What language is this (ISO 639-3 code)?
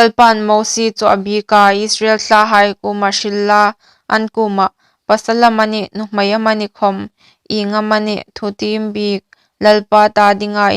hmr